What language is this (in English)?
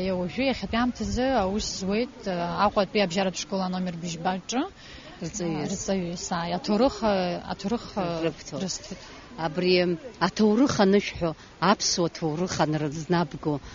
Abkhazian